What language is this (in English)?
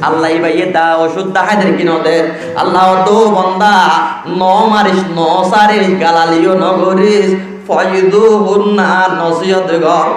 Rohingya